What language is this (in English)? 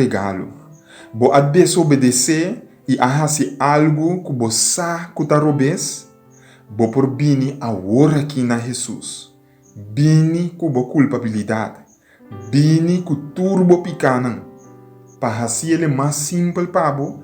Papiamento